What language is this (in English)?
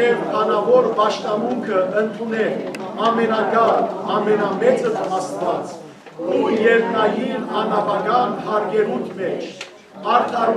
Western Armenian